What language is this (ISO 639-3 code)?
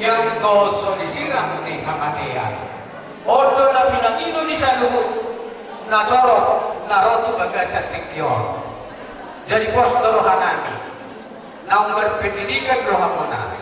bbc